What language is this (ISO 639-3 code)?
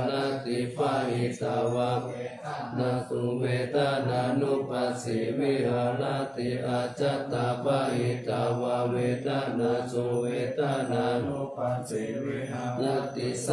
pli